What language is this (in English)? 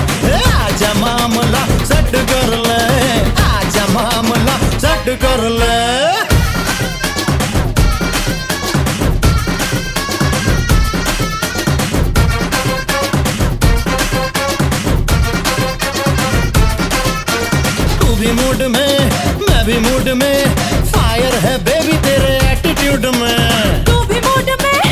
Hindi